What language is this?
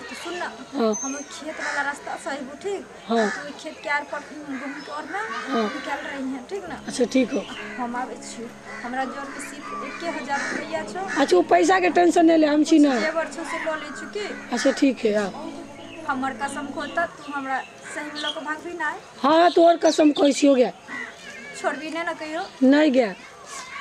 Maithili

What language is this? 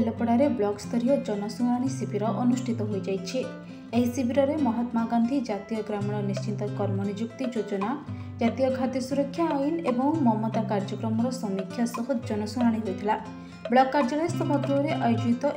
Odia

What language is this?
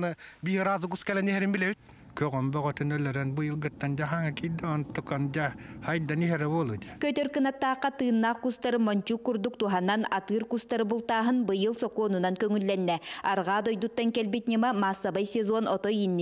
Yakut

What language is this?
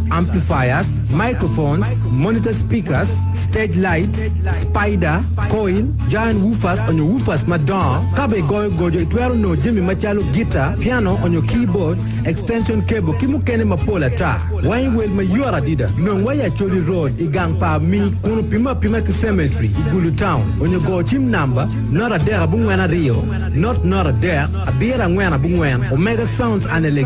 Acoli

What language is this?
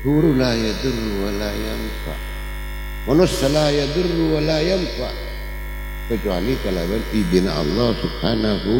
Madurese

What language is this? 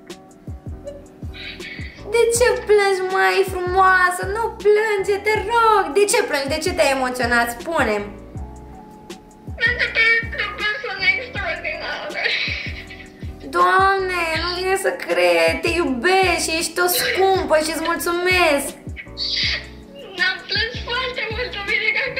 Romanian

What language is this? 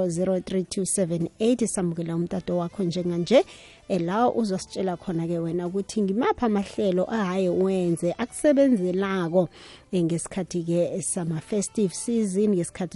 South Ndebele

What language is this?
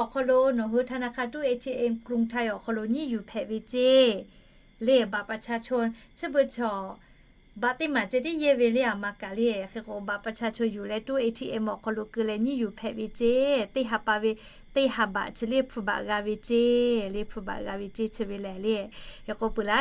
Lahu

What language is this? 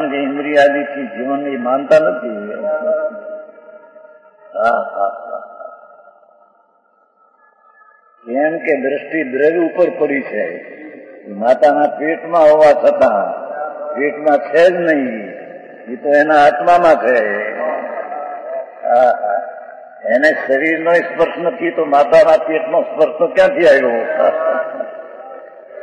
Gujarati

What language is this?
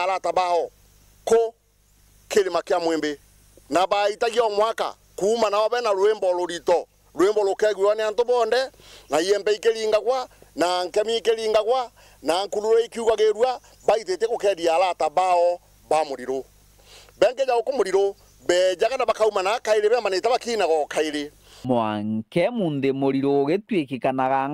Meru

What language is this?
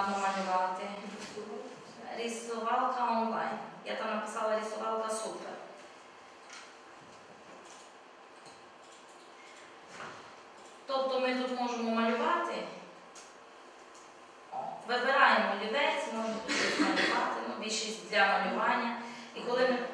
Ukrainian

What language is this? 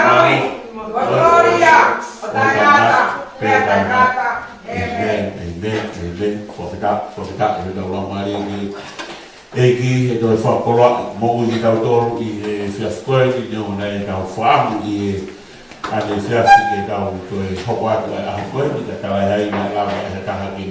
Tongan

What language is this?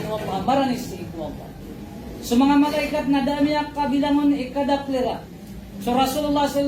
Maranao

